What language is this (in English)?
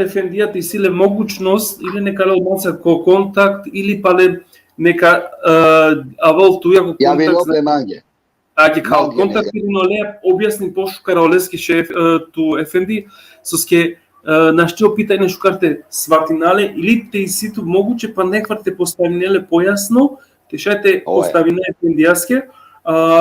Balkan Romani